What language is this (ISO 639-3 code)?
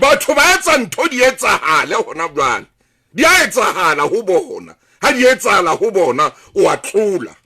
sot